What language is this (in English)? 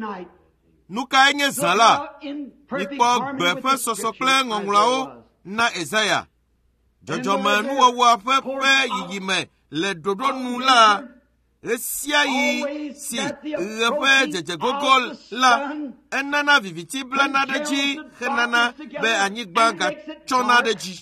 Ewe